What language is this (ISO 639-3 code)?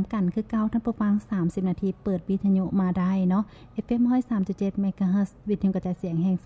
lao